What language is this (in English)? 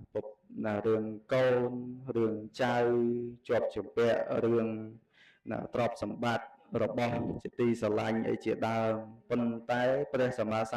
Khmer